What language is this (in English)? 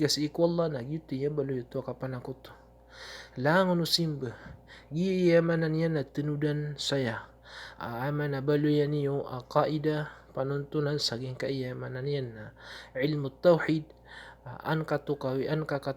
Maranao